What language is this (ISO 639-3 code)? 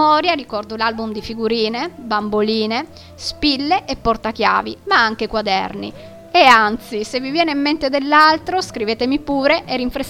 ita